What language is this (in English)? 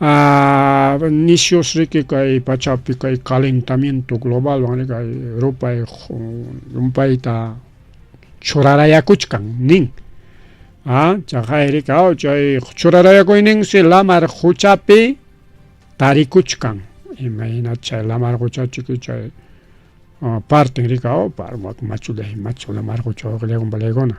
Ayacucho Quechua